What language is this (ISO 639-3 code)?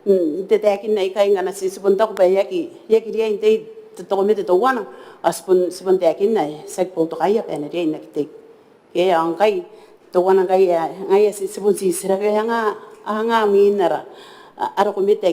gil